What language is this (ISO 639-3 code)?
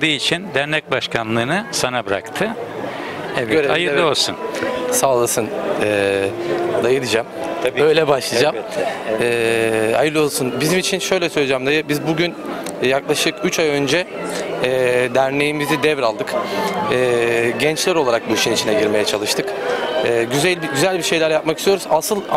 tur